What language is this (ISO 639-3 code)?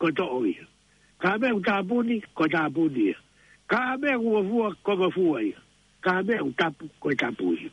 ton